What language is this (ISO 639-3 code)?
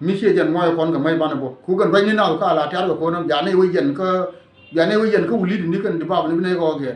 nus